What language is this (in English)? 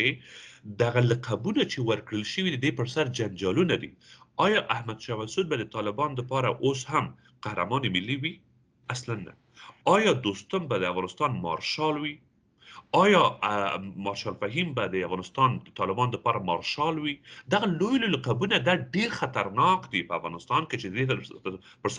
Pashto